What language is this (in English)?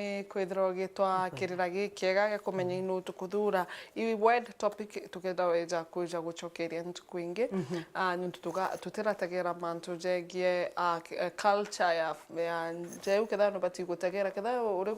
Meru